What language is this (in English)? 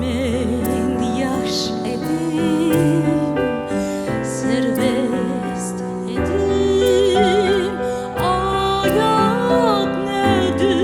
Crimean Tatar